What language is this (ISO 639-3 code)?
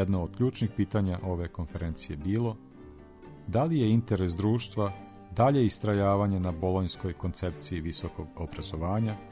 srp